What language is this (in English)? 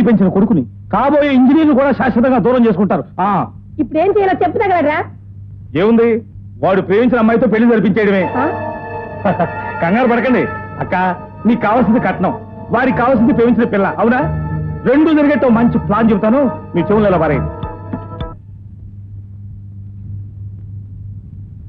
Telugu